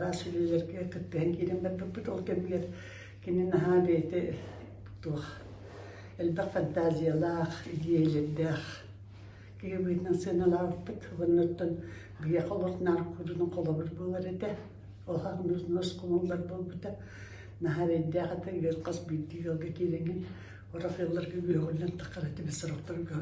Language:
Yakut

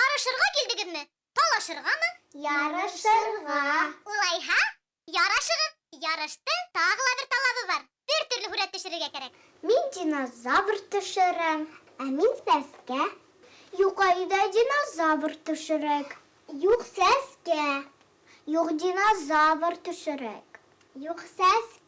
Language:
Bashkir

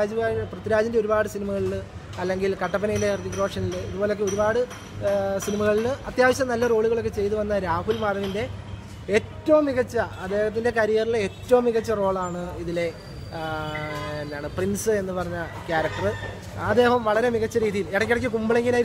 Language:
Malayalam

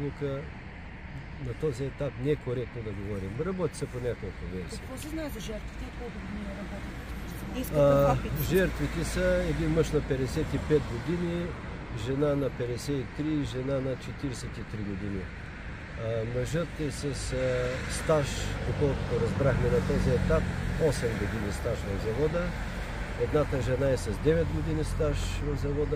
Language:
Bulgarian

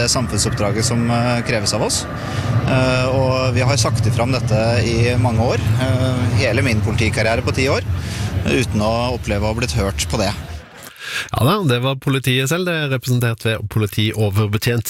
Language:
Norwegian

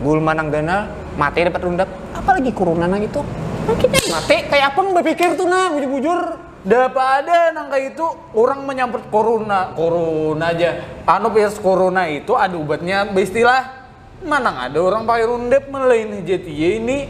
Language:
Banjar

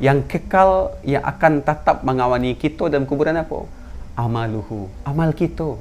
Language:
Minangkabau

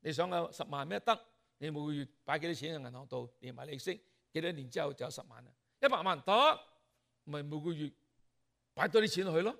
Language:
Cantonese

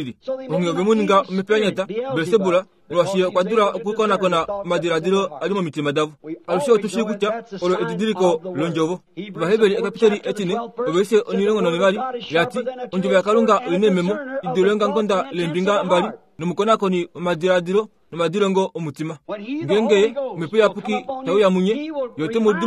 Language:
Kuanyama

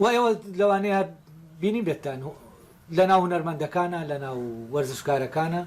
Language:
Central Kurdish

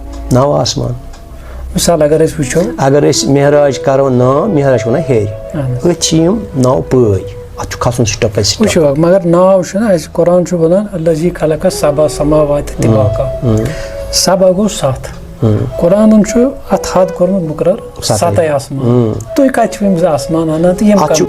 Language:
Kashmiri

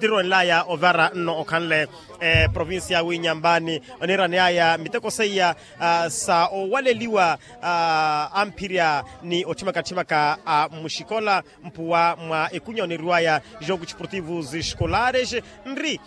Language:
Makhuwa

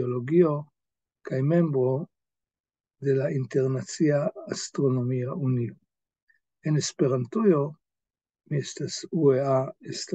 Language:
Esperanto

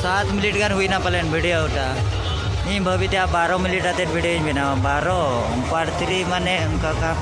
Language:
Santali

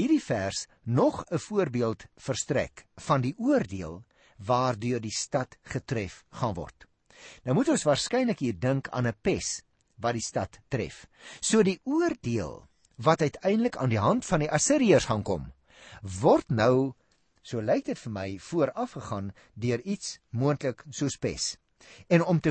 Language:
Afrikaans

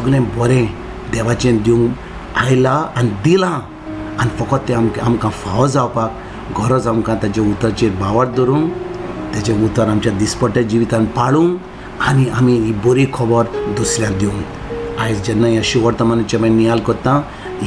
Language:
Konkani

